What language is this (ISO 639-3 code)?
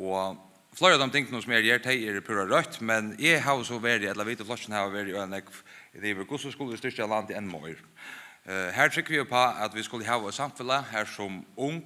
fao